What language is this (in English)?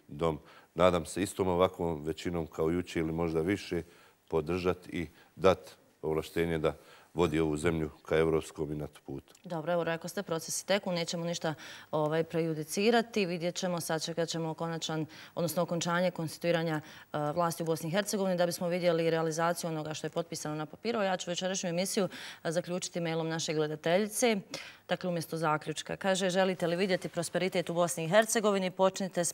Bosnian